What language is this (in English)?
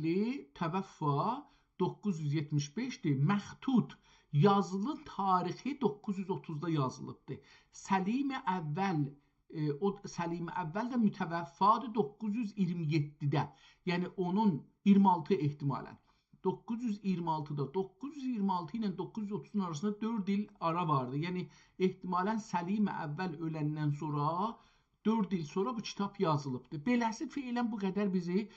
South Azerbaijani